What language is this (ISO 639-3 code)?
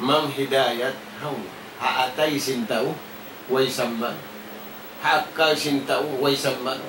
tsg